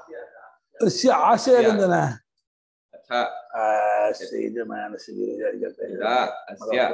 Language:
Kannada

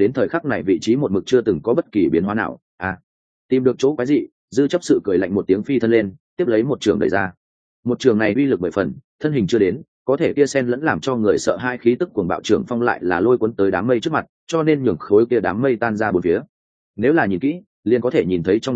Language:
Vietnamese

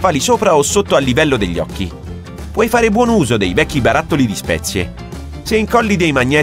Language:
Italian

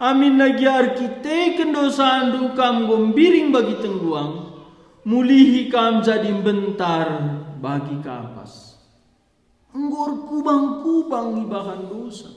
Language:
Batak Karo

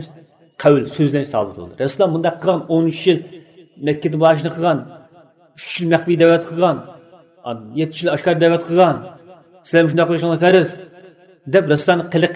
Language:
Uyghur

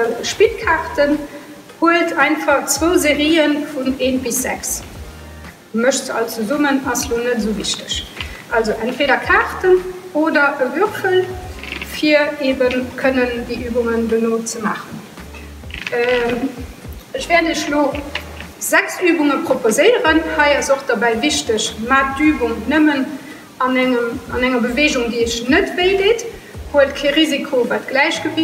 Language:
Luxembourgish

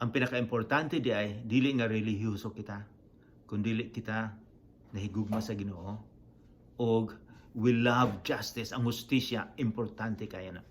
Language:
Cebuano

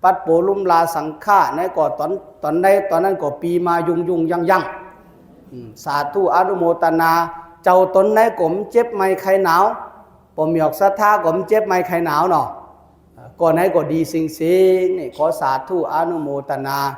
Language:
Shan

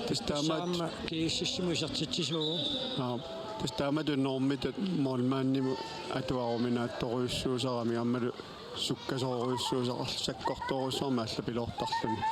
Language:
Kalaallisut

